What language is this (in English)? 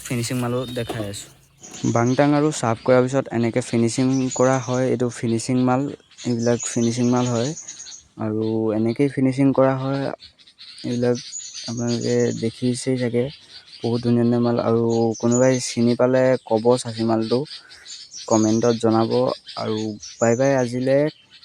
Assamese